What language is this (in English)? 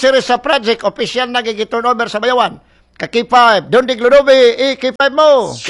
Cebuano